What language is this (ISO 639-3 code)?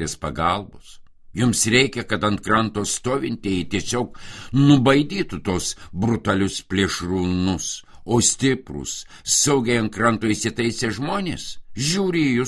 lit